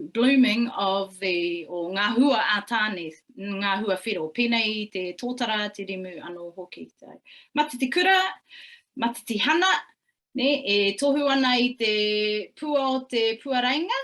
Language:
Māori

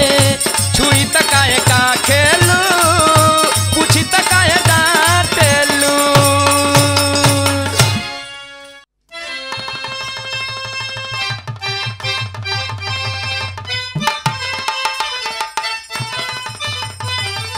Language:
Bhojpuri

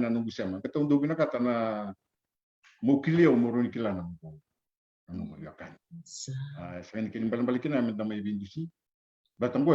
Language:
Fijian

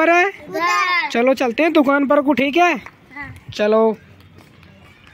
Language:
Hindi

